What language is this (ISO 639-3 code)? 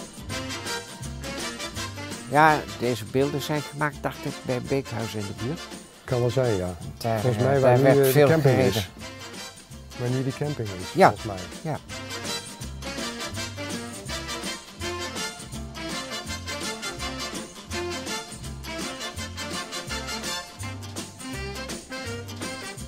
nld